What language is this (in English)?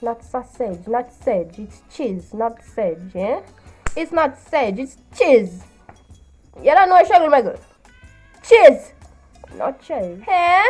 Jamaican Creole English